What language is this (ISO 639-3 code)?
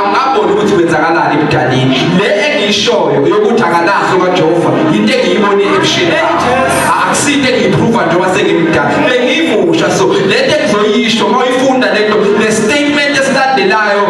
zul